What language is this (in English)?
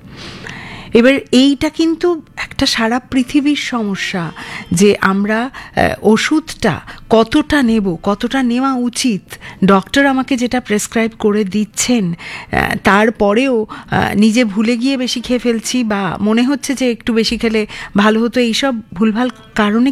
Bangla